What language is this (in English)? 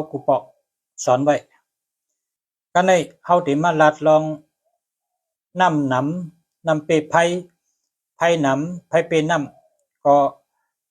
Shan